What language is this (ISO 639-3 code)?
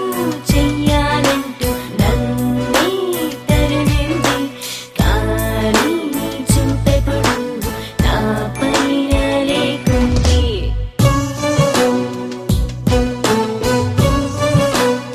tel